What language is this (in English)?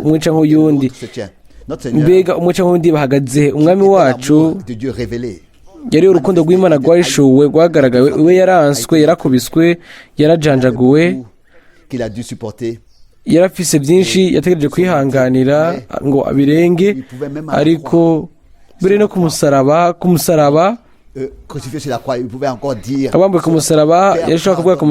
Rundi